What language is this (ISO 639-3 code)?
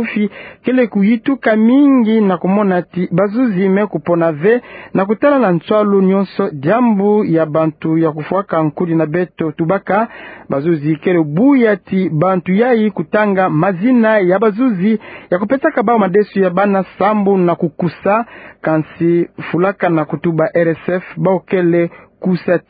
ktu